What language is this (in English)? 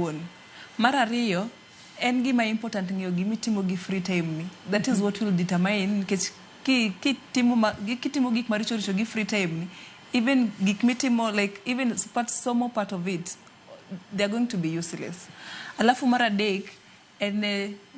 Luo (Kenya and Tanzania)